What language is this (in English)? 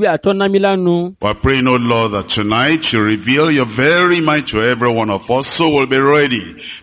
Ewe